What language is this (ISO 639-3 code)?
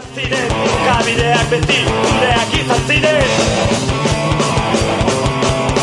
eus